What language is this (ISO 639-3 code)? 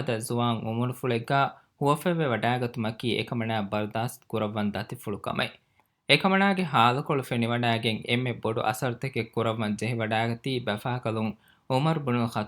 div